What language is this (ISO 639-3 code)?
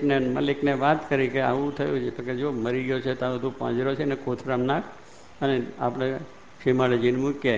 guj